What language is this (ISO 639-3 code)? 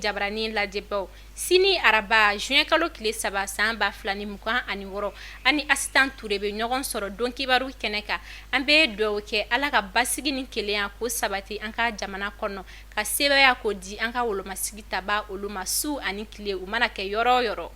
bam